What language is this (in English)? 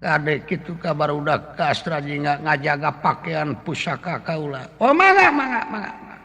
Sundanese